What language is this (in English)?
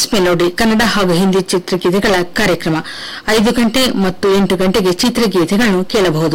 Kannada